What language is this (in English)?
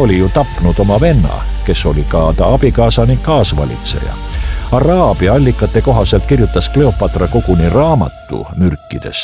Estonian